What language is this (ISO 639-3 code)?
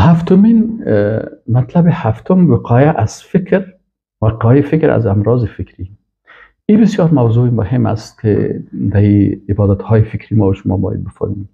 fas